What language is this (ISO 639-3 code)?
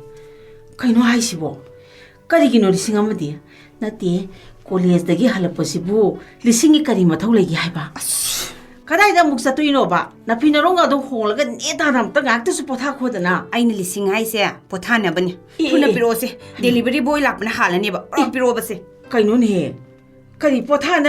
mni